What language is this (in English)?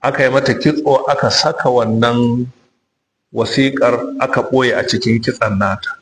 Hausa